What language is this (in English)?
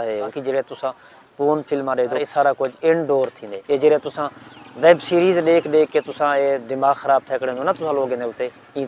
Saraiki